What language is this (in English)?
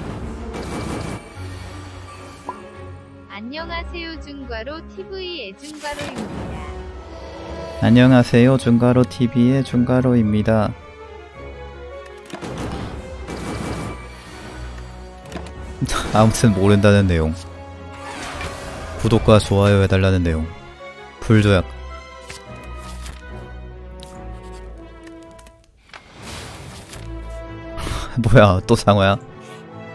Korean